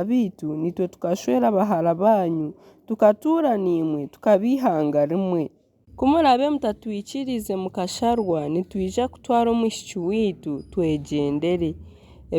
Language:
Nyankole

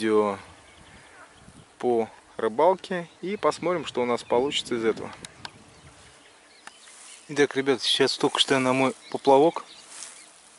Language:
Russian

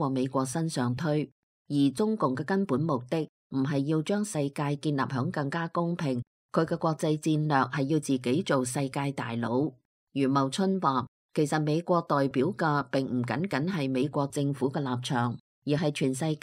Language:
Cantonese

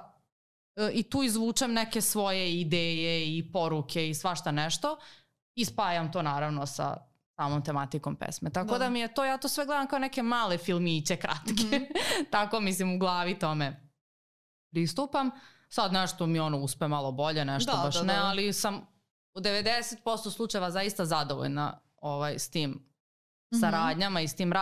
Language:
Serbian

